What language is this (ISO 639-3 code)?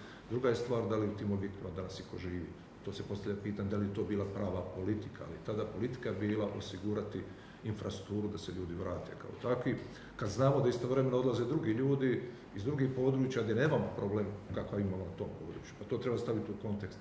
hrv